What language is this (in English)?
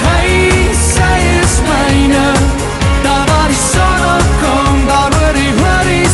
Afrikaans